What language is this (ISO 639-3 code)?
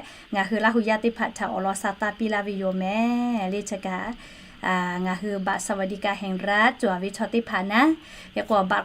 lhu